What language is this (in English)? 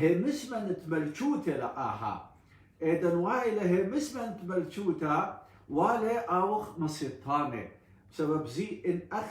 Assyrian Neo-Aramaic